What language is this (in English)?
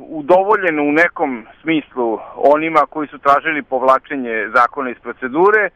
Serbian